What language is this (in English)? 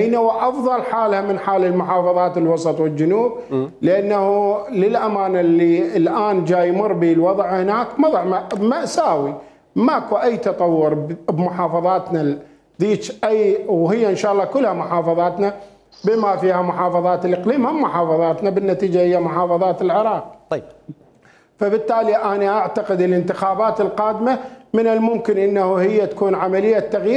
Mesopotamian Arabic